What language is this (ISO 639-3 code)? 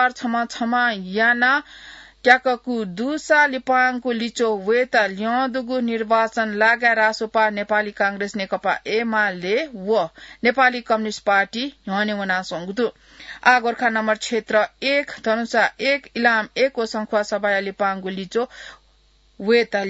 new